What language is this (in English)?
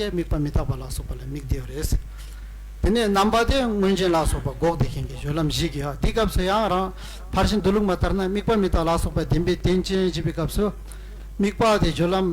Tibetan